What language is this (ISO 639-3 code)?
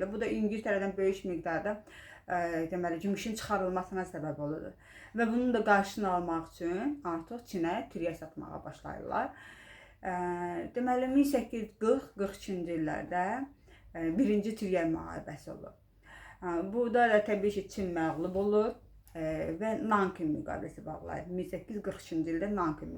aze